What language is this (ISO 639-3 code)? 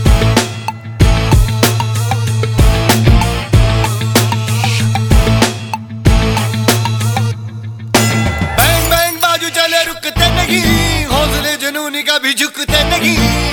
hin